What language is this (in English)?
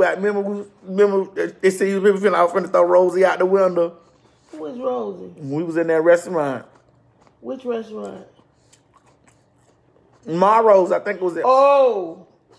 English